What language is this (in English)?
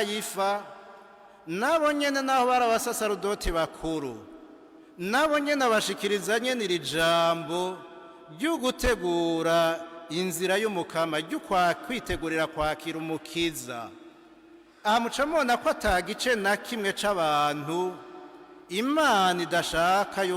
Rundi